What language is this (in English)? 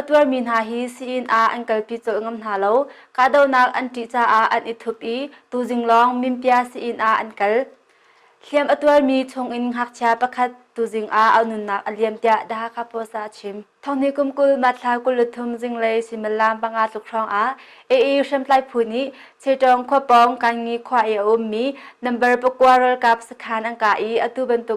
Hakha Chin